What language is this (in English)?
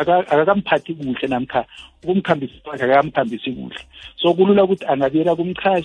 South Ndebele